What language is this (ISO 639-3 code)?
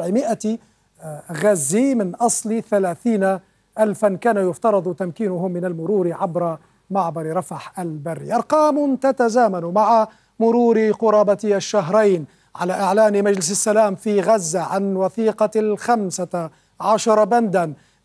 ara